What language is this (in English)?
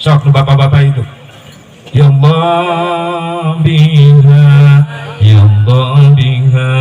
Sundanese